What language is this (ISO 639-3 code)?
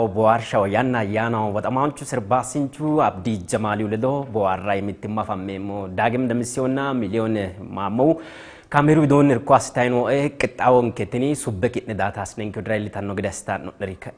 sid